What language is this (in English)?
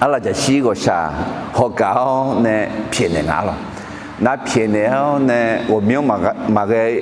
Akha